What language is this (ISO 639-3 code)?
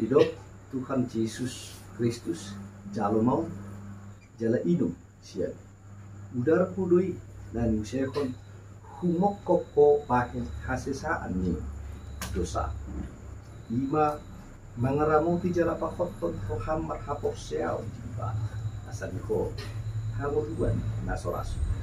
bbc